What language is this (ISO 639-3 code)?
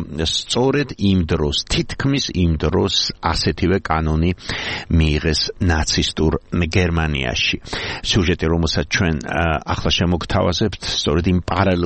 kat